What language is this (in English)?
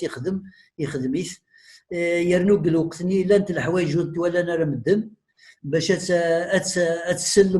Kabyle